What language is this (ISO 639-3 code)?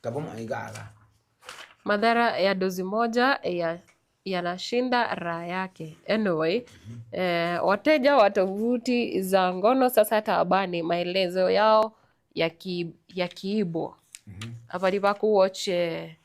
guz